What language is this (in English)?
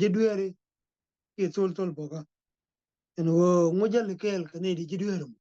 Nuer